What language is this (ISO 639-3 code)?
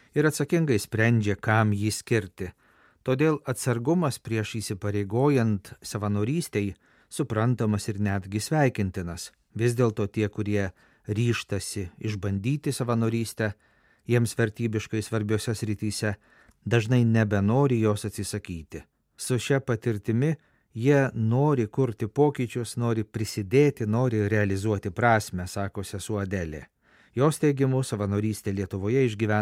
lit